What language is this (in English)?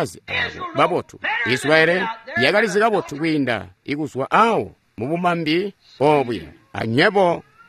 Tonga (Zambia)